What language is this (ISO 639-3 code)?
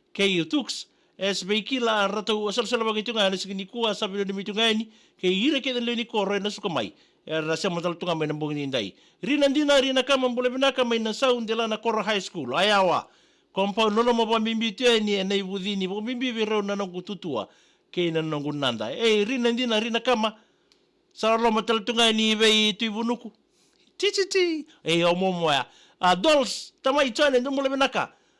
fij